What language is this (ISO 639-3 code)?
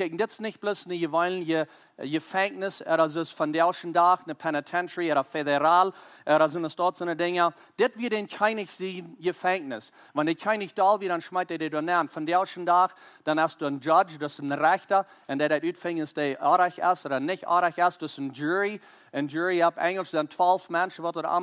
pdt